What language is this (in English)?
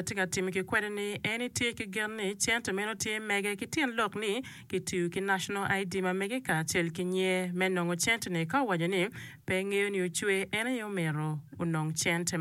Acoli